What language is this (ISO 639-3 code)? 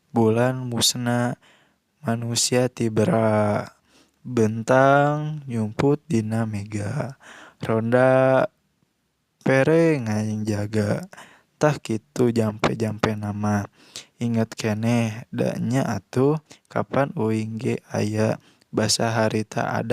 sun